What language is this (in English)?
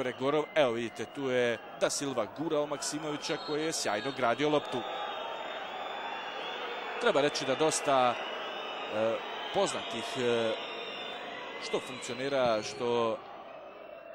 Bosnian